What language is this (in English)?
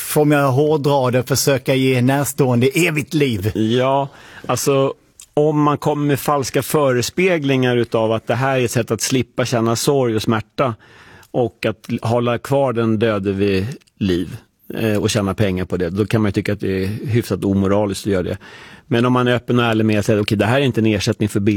Swedish